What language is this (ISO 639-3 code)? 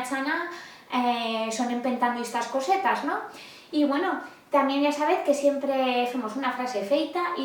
arg